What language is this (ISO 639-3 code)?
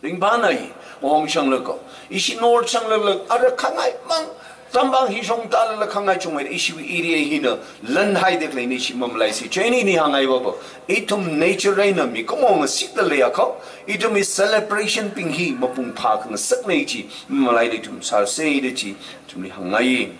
nmf